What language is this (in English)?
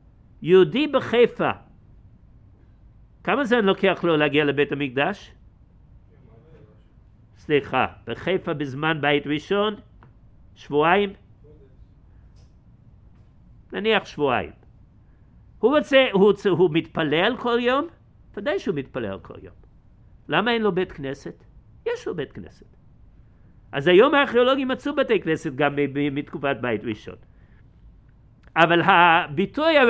Hebrew